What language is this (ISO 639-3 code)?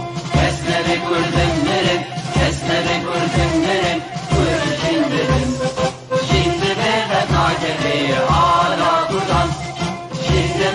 kur